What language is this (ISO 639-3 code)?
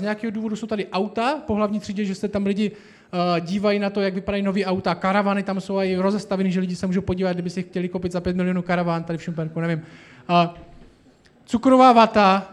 ces